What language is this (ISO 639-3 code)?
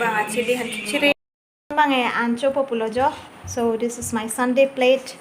mjw